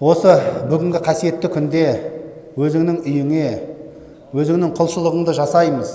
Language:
Kazakh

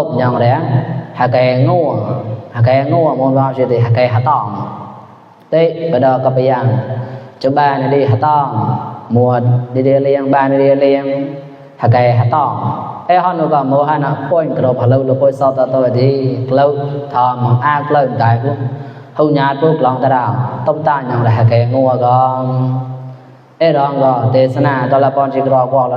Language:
Mon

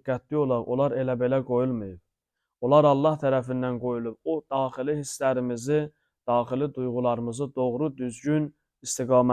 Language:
Azerbaijani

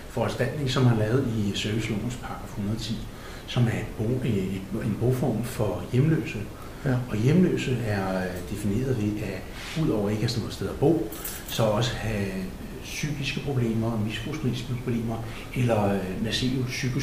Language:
Danish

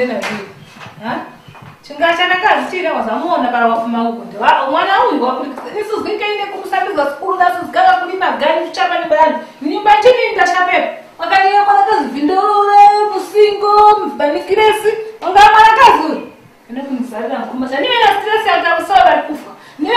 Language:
Tumbuka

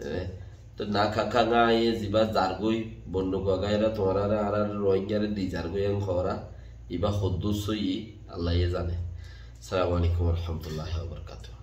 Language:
Rohingya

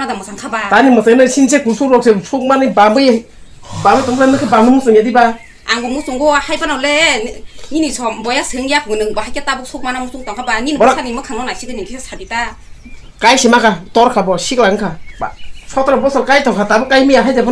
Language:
Kok Borok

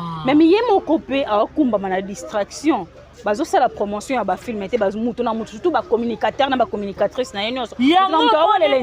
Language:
Lingala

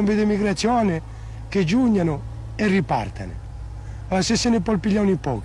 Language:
Corsican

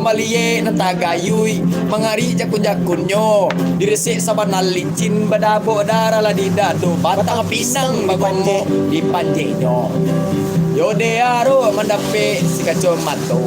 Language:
Minangkabau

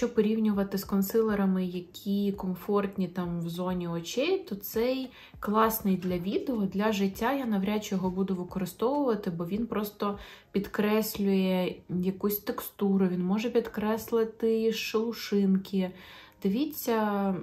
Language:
Ukrainian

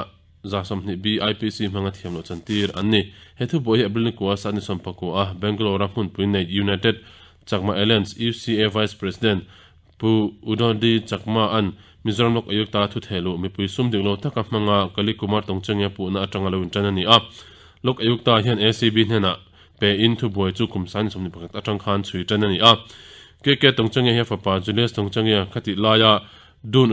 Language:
Mizo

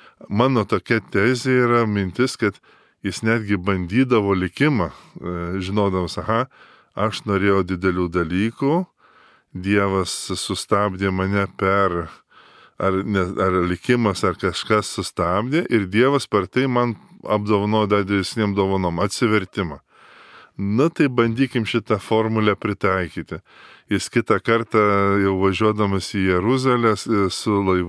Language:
Lithuanian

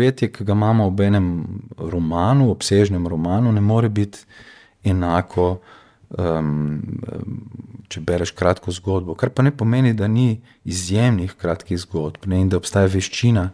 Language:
Slovenian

